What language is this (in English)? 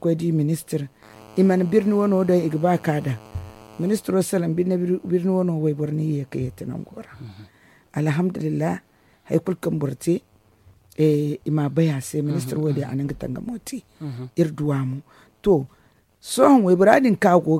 Zarma